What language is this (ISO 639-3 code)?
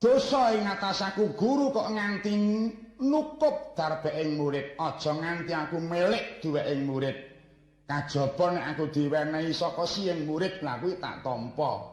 jav